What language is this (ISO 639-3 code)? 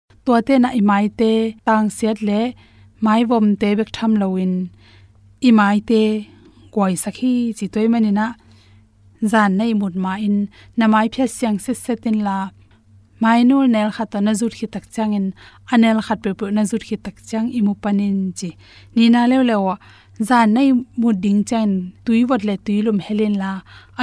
ctd